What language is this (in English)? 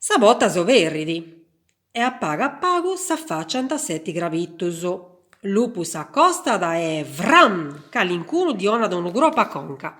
Sardinian